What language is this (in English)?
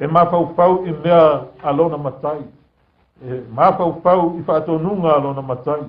Samoan